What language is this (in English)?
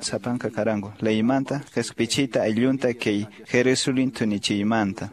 Quechua